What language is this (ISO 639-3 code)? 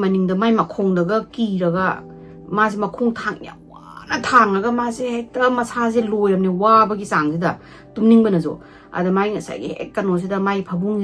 mni